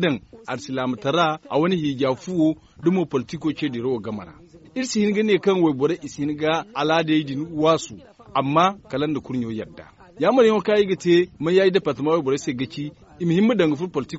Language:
Zarma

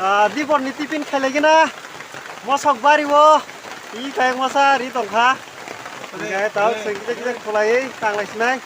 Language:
Kok Borok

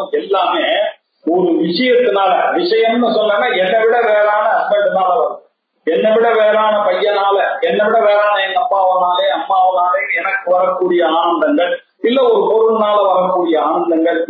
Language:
Tamil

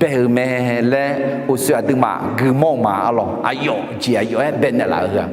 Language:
Akha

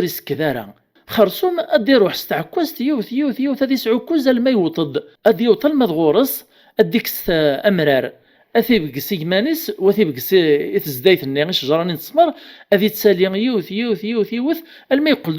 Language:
Kabyle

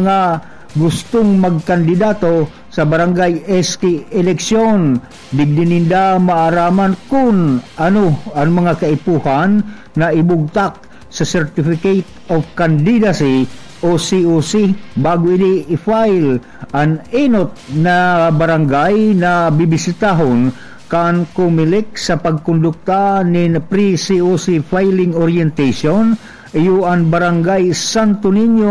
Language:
Bikol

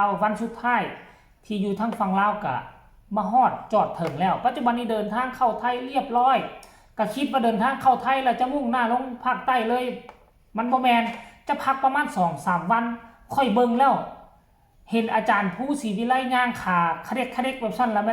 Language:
Northeastern Thai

